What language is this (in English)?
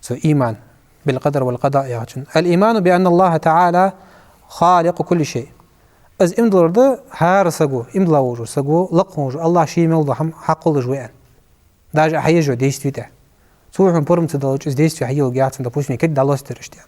Ingush